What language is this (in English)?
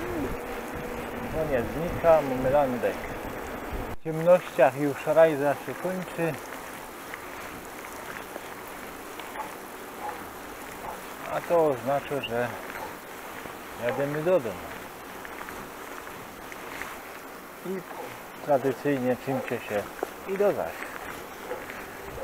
Polish